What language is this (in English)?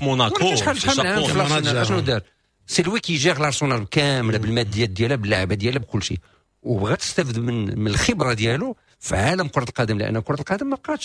Moroccan Arabic